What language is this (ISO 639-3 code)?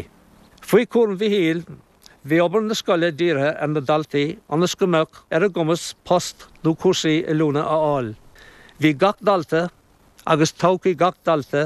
gle